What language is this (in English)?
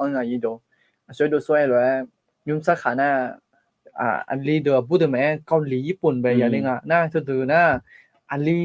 Akha